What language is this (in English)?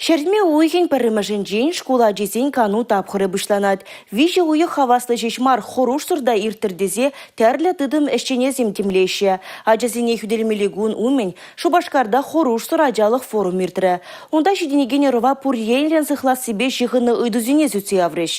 Chuvash